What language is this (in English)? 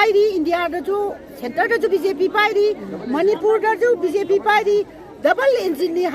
Manipuri